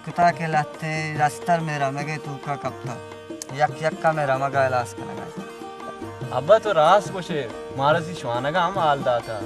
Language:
Baluchi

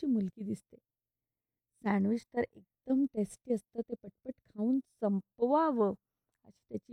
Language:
Marathi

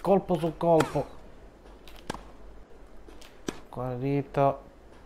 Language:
Italian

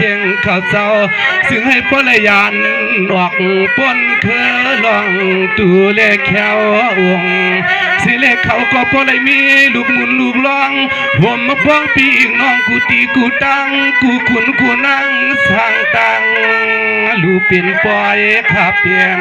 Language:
Shan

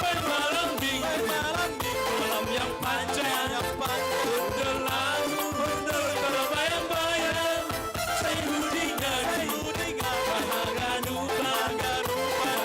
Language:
Batak Simalungun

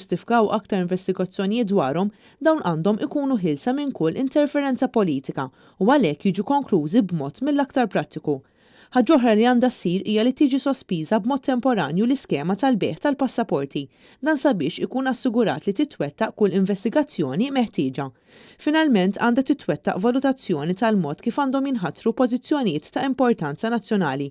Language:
Maltese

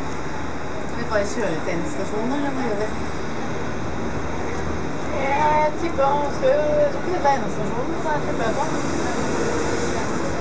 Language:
Norwegian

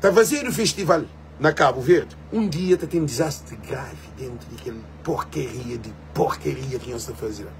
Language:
Kabuverdianu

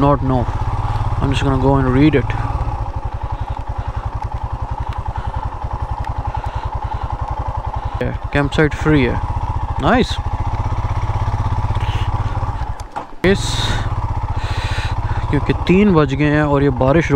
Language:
Hindi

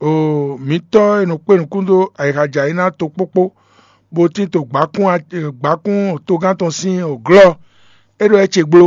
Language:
Fon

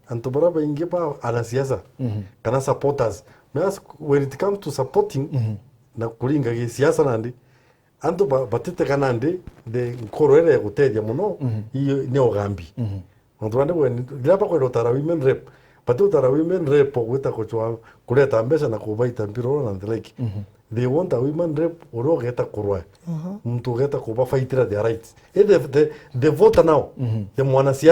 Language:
Meru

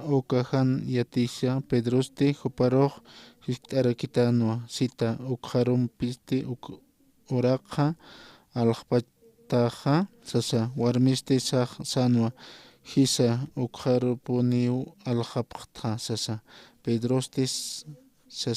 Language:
Aymara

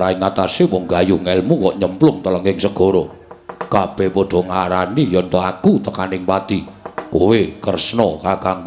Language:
Javanese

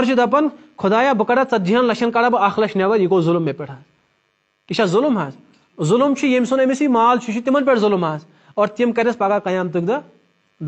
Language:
Kashmiri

